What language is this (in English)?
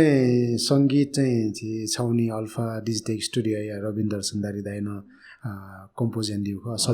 Newari